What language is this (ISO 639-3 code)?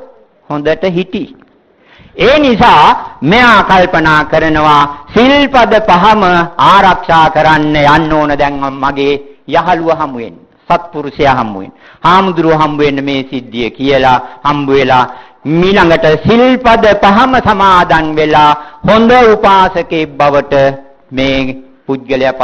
sin